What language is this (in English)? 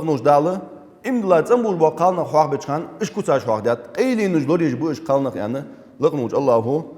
Ingush